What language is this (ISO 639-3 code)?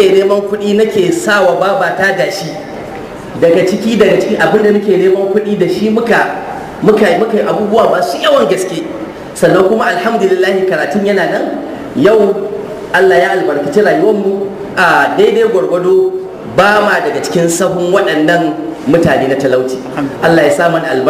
hau